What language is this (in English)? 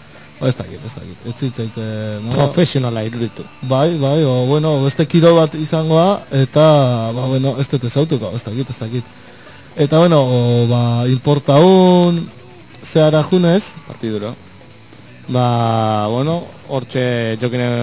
Basque